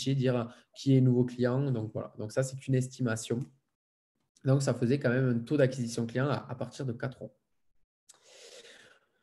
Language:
French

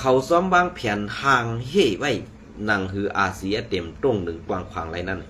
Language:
Shan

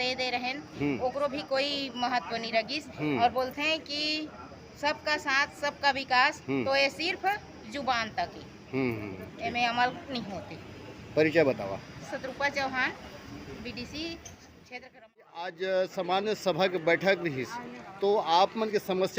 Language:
Chhattisgarhi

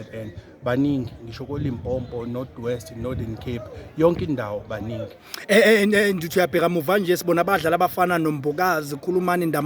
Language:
Zulu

